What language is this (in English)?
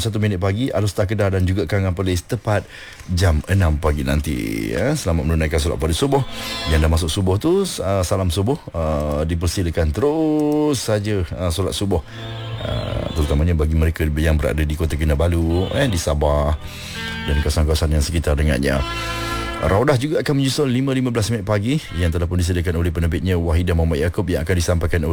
Malay